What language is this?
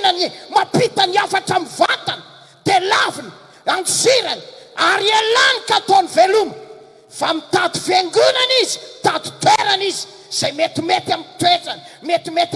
Malagasy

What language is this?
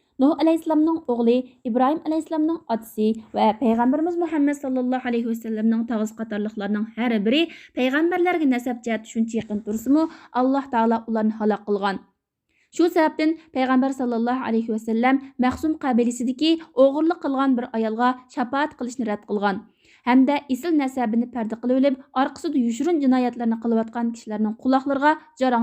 Uyghur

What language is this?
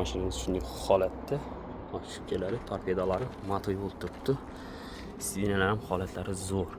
Uzbek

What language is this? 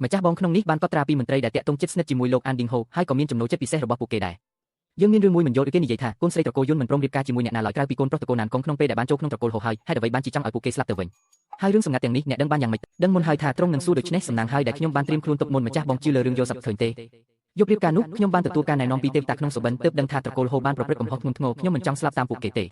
Khmer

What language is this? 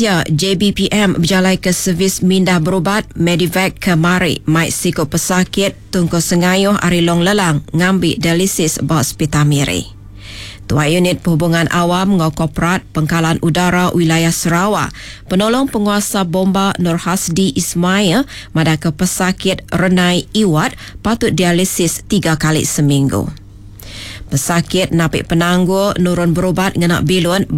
Iban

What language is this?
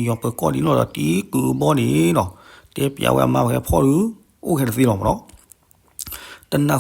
S'gaw Karen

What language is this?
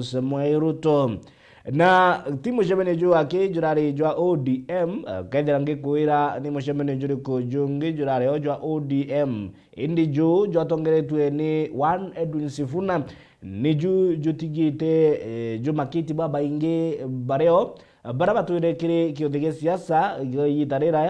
Meru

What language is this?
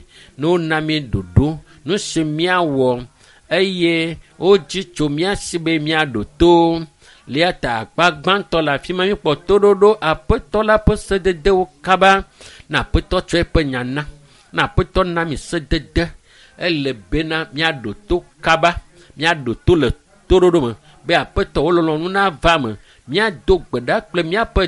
Ewe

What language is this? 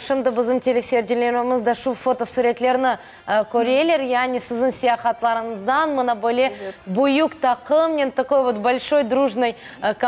Crimean Tatar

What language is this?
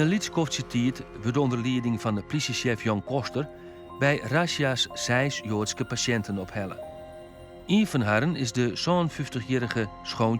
Western Frisian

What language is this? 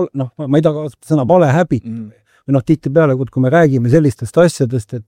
Estonian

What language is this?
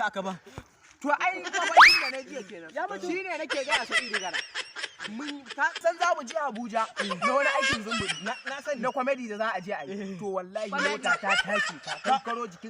Hausa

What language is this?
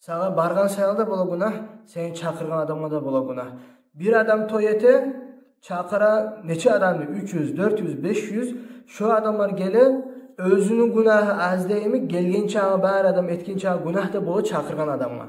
Kumyk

